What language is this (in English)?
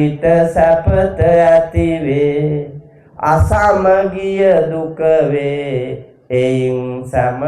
Sinhala